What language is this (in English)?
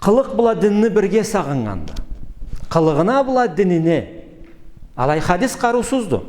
Karachay-Balkar